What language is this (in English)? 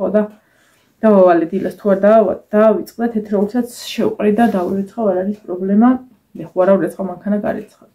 Georgian